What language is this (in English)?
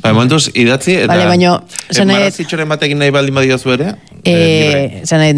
Basque